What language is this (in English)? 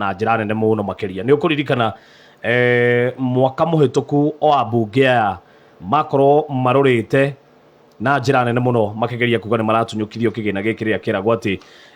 Kikuyu